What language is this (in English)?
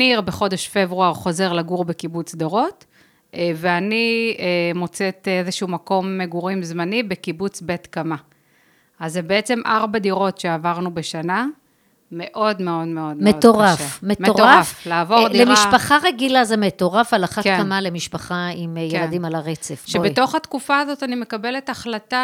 Hebrew